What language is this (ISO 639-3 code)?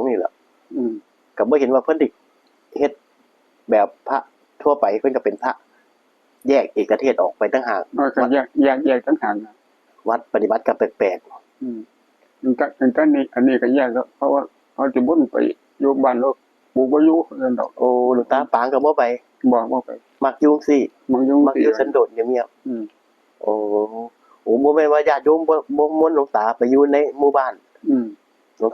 tts